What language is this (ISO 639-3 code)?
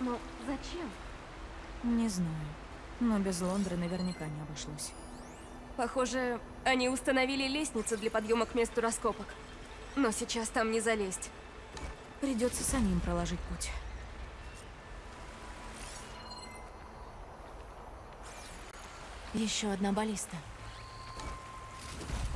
rus